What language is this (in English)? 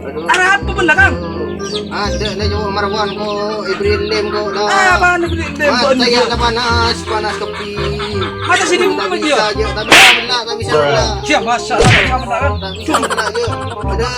Madurese